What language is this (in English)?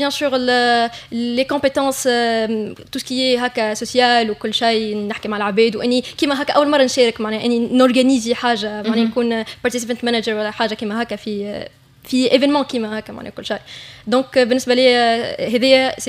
Tunisian Arabic